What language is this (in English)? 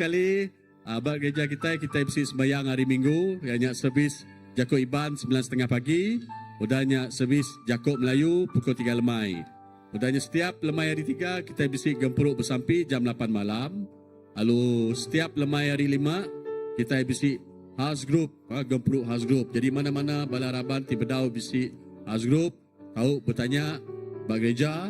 Iban